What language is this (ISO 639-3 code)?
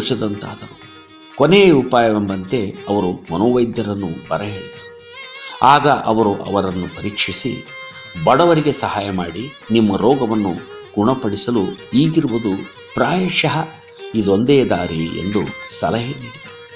kan